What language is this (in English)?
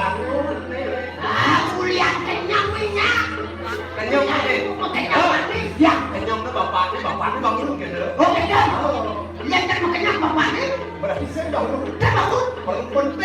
Balinese